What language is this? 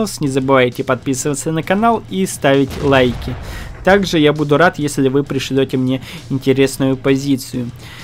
Russian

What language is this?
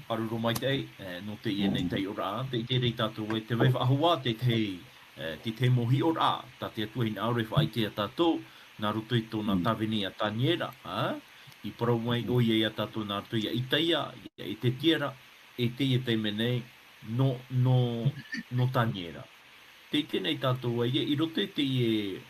Tahitian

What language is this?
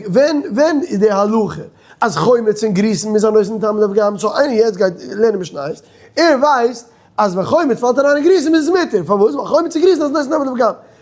Yiddish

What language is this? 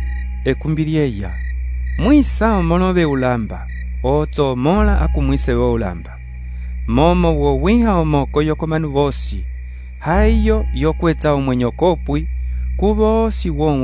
Umbundu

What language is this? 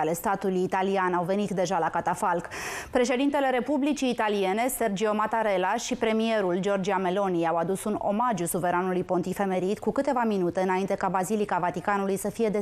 Romanian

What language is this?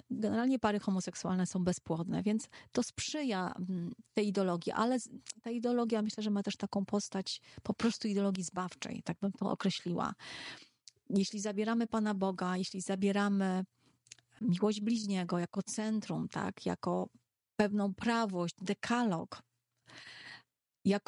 Polish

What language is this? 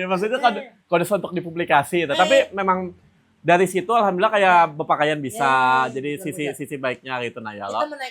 Banjar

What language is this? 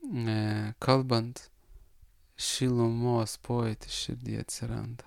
Lithuanian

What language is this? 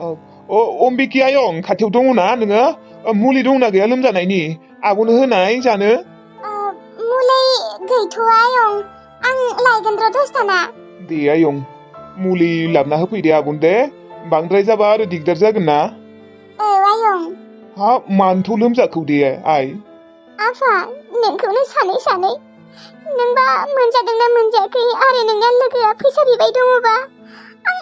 Bodo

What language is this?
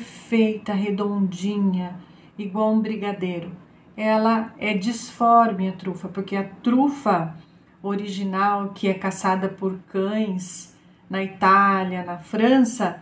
Portuguese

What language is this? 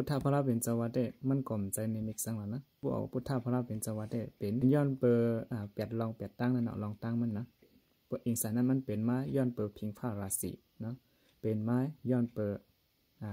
Shan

